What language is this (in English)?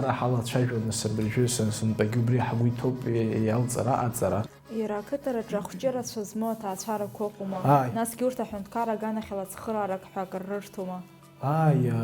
Abkhazian